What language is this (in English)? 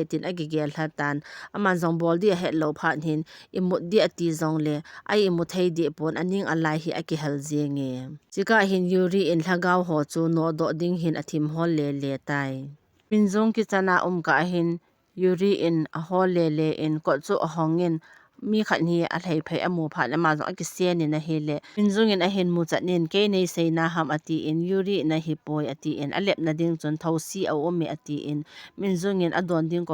Thado Chin